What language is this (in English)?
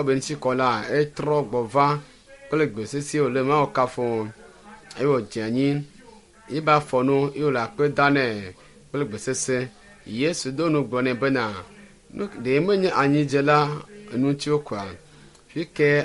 Ewe